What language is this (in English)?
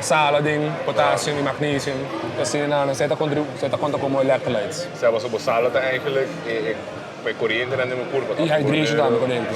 Papiamento